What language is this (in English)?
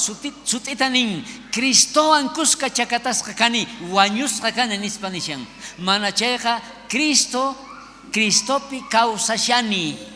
South Bolivian Quechua